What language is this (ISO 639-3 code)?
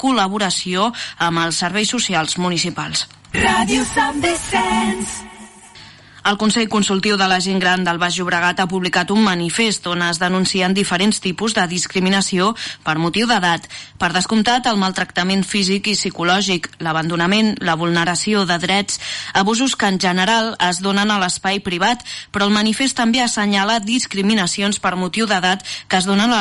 cat